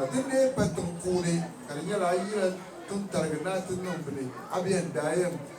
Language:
Dagbani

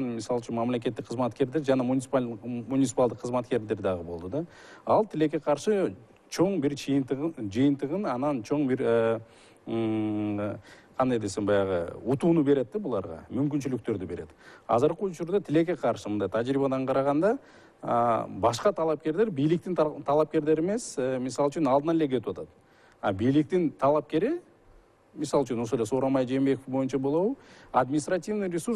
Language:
Kyrgyz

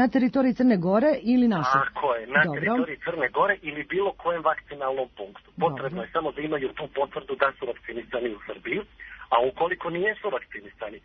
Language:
Serbian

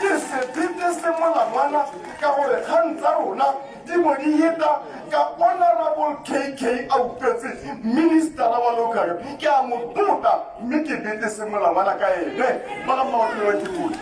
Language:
Tswana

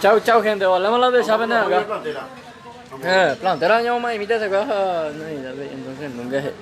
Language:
Guarani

